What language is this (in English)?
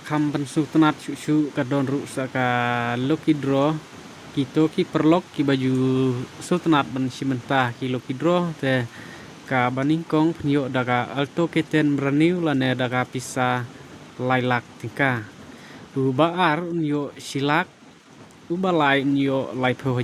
Khasi